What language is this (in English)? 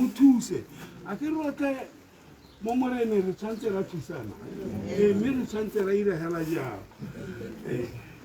Tswana